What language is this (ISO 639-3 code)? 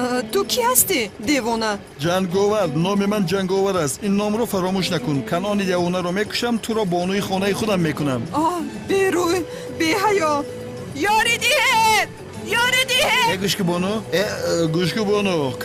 tgk